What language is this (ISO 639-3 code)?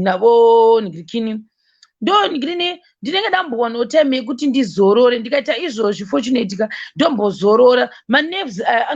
sna